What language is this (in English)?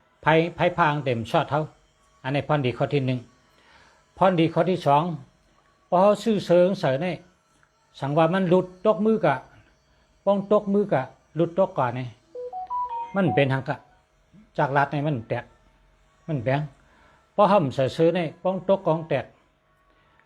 Shan